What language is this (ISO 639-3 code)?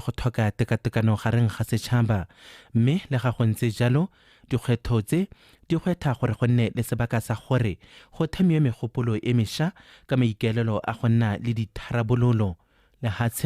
tsn